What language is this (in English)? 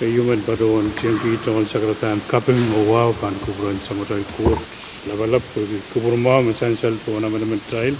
Pohnpeian